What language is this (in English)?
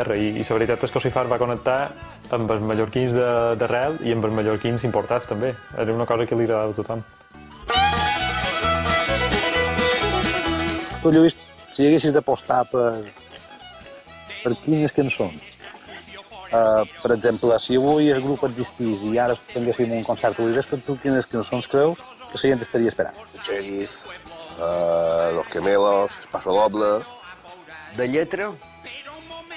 Catalan